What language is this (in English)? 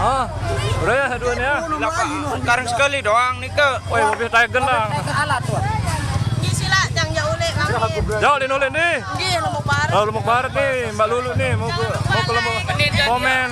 Sasak